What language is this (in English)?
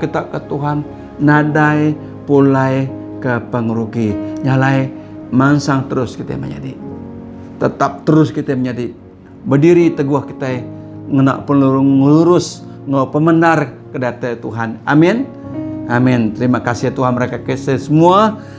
Iban